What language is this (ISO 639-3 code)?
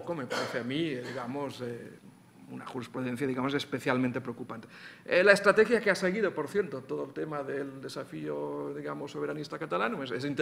spa